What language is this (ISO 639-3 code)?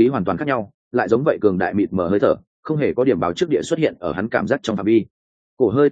vie